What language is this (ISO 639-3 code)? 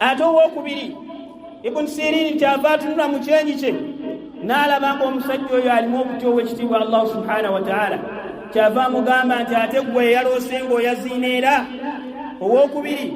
lug